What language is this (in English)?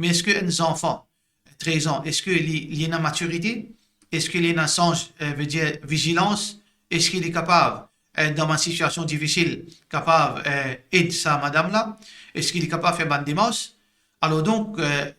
Morisyen